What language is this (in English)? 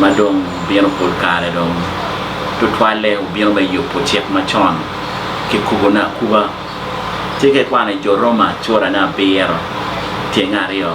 Acoli